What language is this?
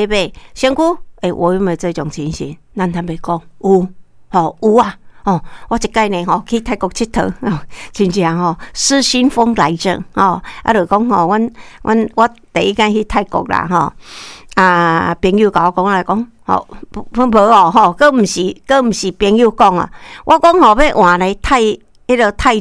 Min Nan Chinese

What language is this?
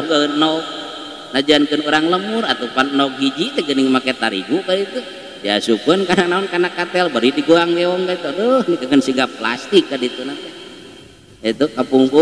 Sundanese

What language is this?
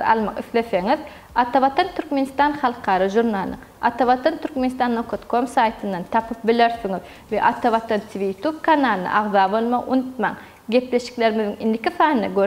Turkmen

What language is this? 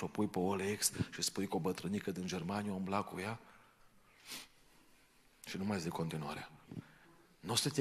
Romanian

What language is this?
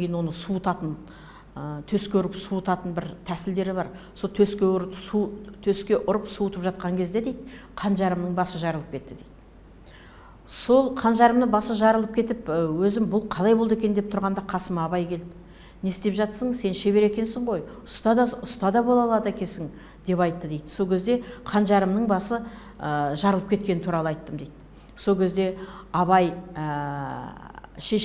Kazakh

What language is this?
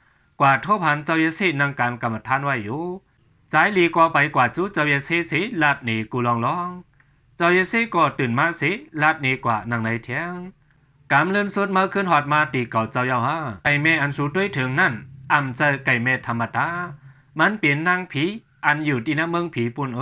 Shan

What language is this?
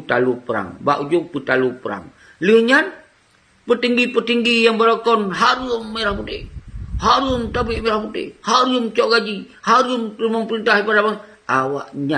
Achinese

